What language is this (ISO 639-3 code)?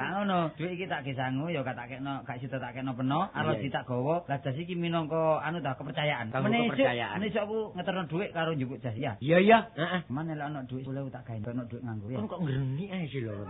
jav